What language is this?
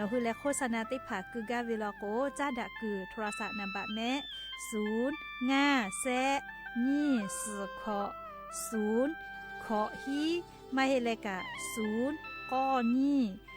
Lahu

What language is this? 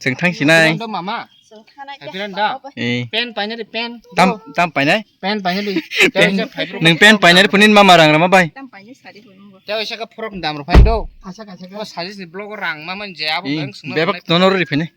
Kok Borok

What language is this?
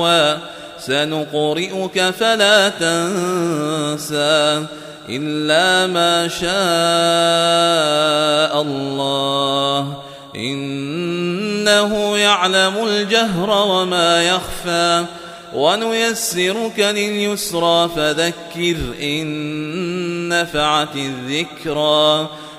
Arabic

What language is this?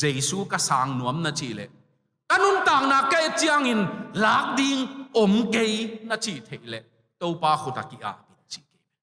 Tedim Chin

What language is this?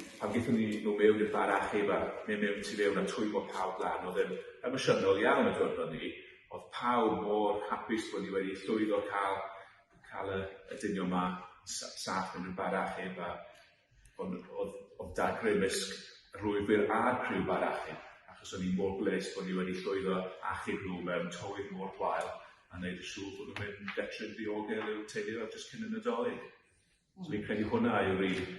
Welsh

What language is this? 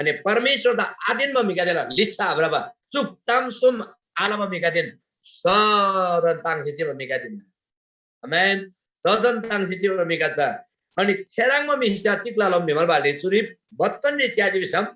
Eastern Tamang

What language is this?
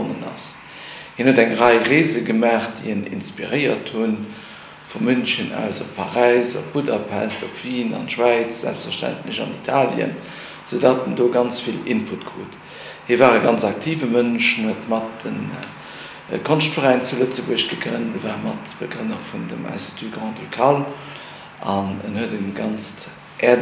Luxembourgish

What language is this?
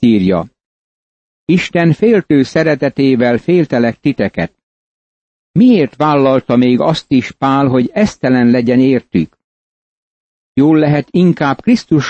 Hungarian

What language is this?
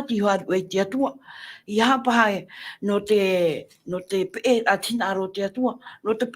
Tahitian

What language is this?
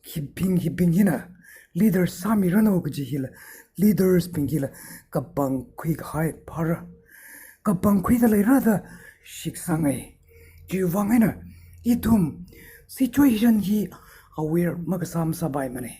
Tangkhul Naga (India)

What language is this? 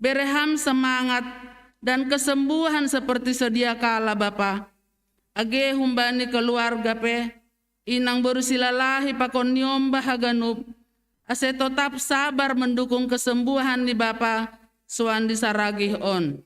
Batak Simalungun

